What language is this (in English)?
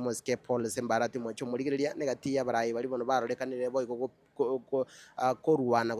Gusii